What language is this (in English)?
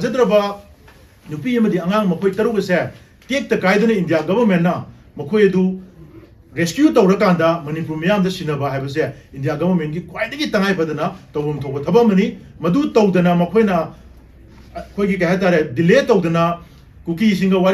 Manipuri